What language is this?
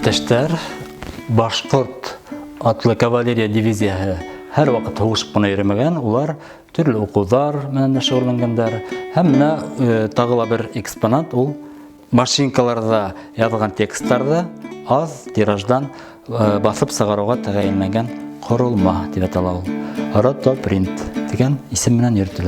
Bashkir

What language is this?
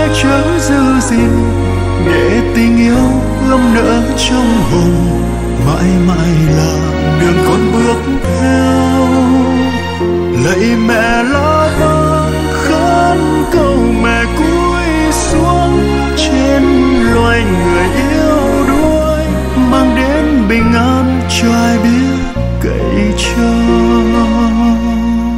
Vietnamese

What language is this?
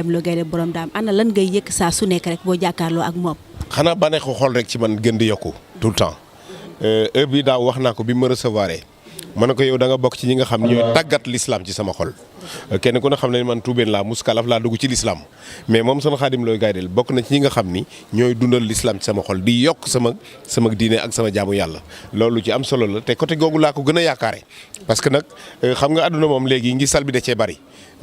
Wolof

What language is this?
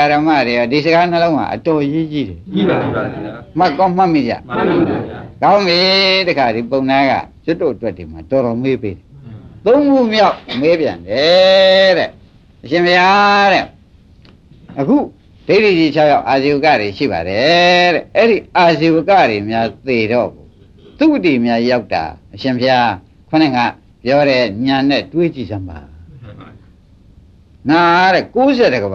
Burmese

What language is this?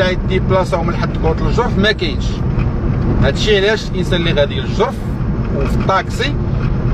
Moroccan Arabic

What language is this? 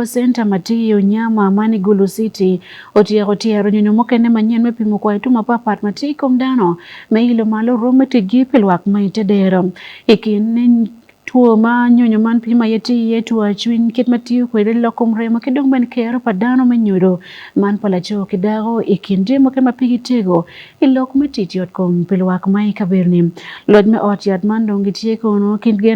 Acoli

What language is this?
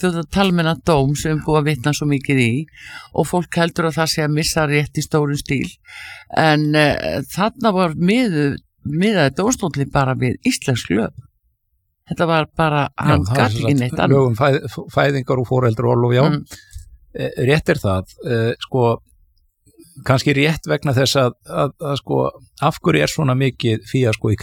Icelandic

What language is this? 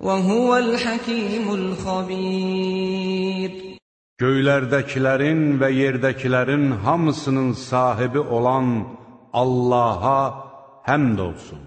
Azerbaijani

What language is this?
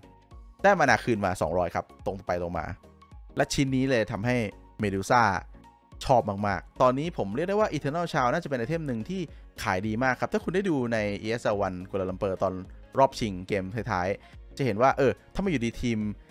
Thai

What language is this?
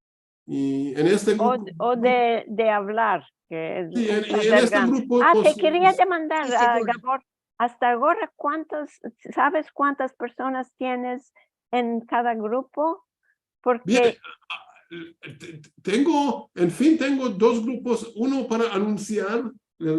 Ladino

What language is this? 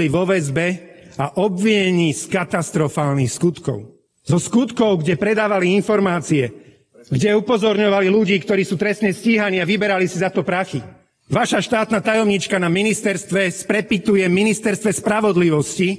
Slovak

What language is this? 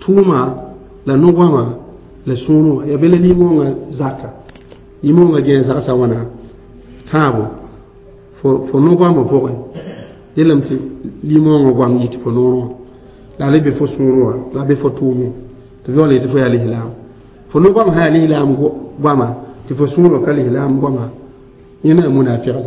Mossi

